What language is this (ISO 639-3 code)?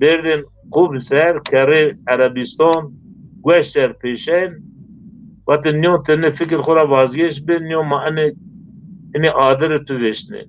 zza